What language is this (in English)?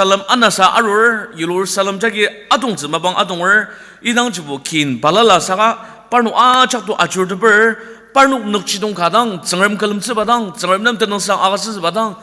Ao Naga